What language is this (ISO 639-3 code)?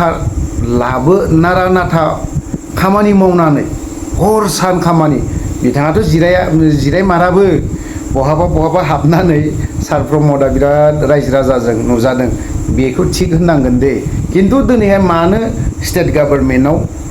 brx